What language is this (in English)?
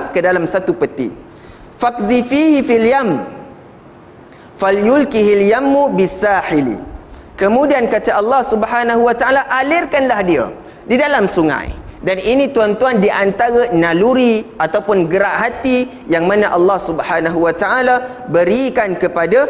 Malay